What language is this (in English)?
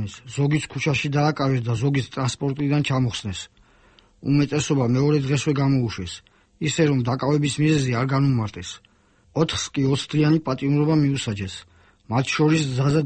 Georgian